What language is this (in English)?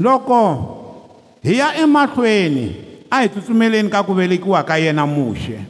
Tsonga